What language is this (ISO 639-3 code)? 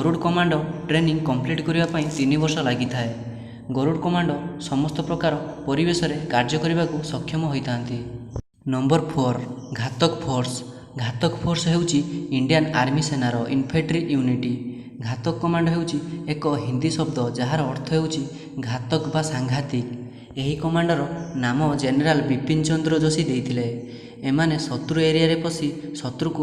ori